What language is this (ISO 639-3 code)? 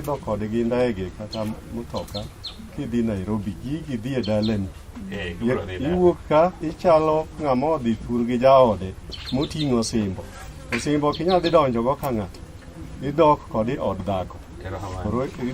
luo